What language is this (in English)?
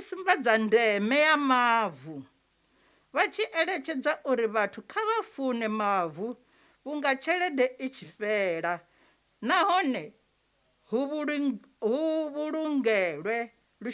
Venda